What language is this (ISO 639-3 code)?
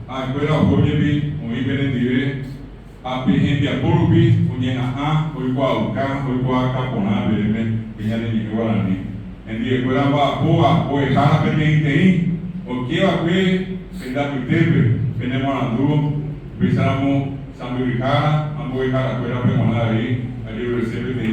grn